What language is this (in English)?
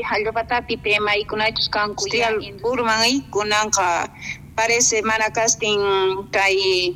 South Bolivian Quechua